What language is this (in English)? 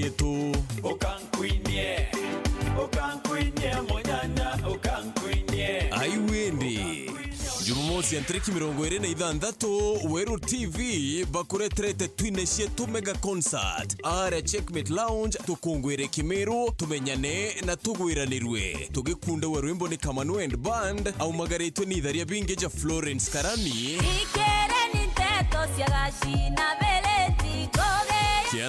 Meru